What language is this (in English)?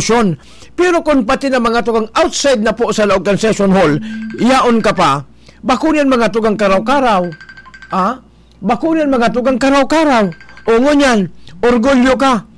Bikol